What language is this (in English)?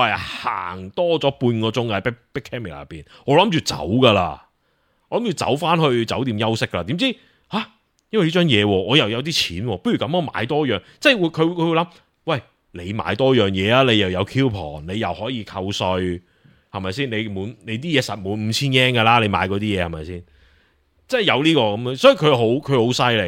Cantonese